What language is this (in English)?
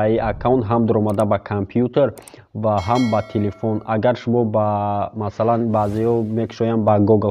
Tajik